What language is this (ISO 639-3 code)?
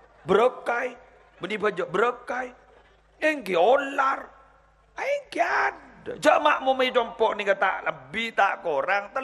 mad